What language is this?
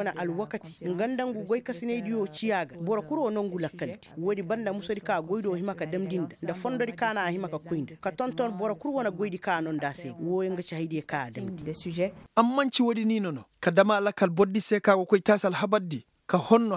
Koyraboro Senni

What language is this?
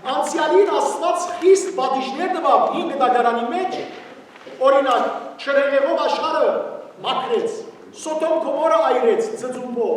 Western Armenian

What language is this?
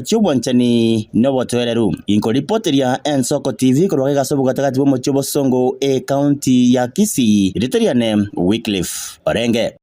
Gusii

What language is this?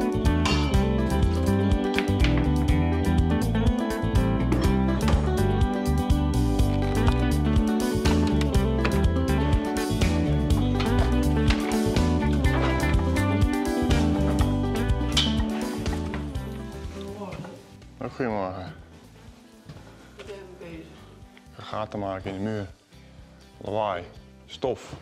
Dutch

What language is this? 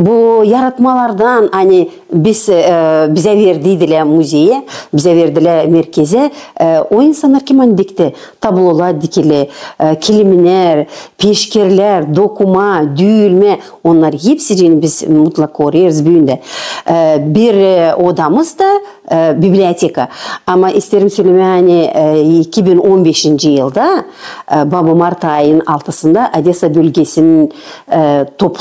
Gagauz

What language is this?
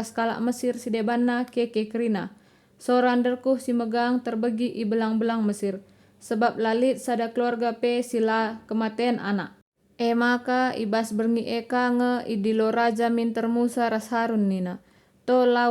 Batak Karo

